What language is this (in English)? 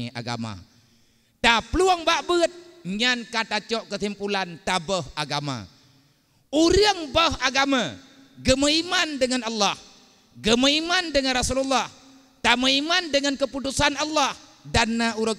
Achinese